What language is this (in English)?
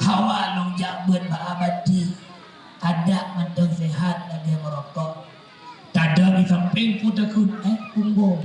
Achinese